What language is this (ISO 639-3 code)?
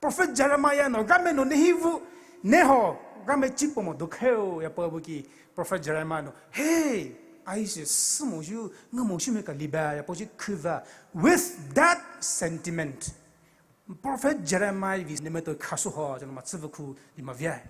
pmx